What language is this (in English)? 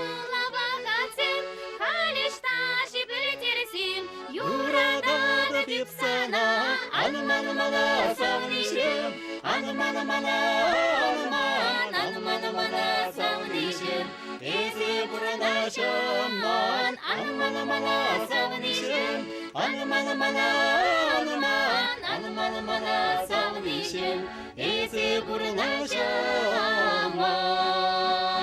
Chuvash